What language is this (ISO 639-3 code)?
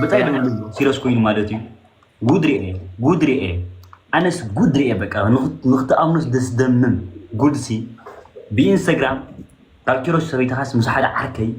tir